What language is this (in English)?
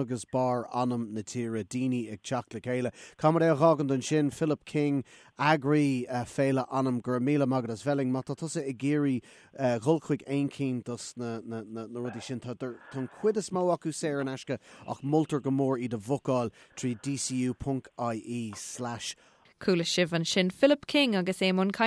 Irish